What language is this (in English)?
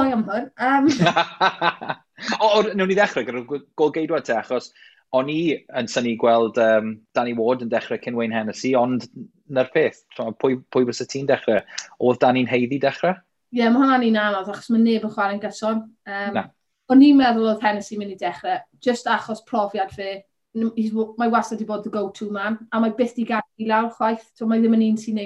Welsh